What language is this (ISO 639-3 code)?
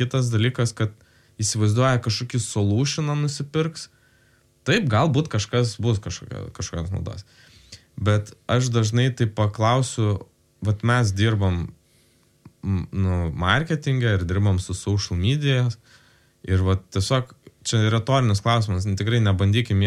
lit